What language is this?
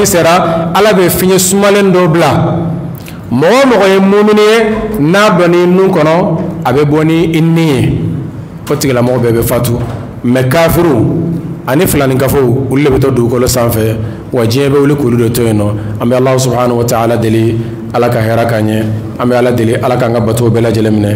Bambara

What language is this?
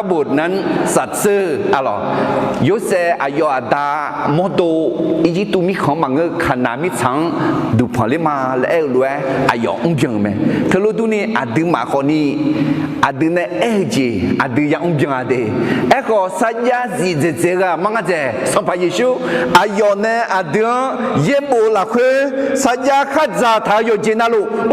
Akha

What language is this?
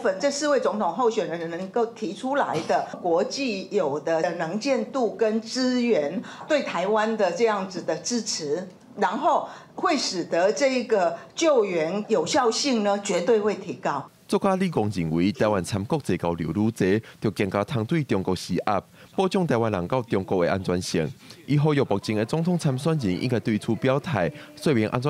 Min Nan Chinese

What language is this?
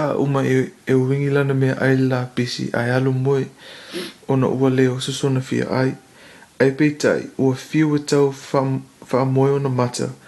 Samoan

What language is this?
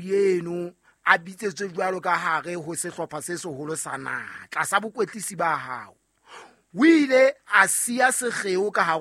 Southern Sotho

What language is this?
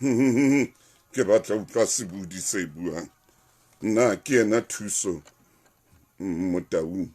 Southern Sotho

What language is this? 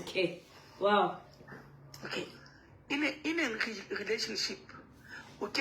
Southern Sotho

